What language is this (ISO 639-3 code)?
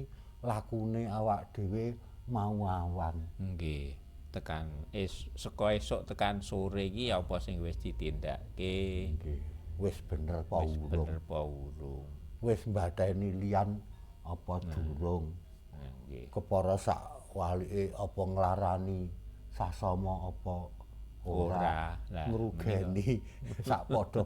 jav